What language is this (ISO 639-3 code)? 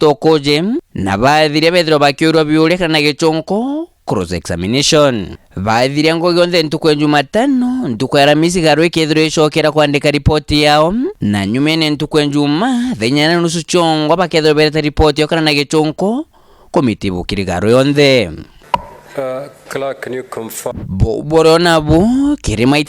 mer